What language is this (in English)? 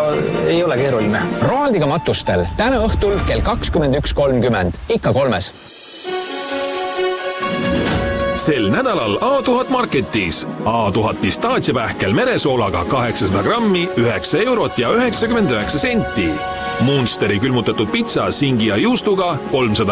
Estonian